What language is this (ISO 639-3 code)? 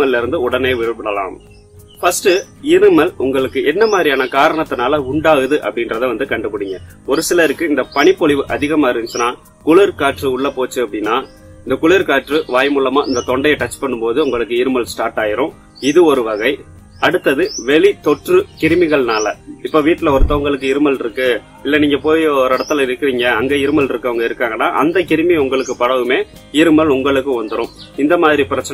tam